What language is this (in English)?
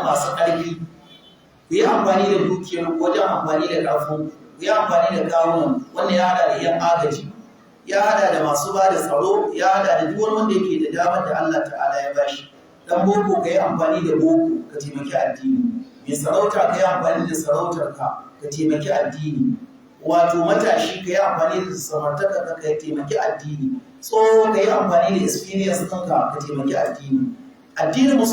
Hausa